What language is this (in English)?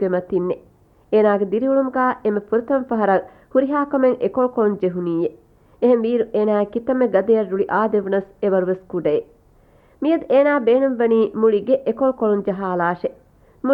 Divehi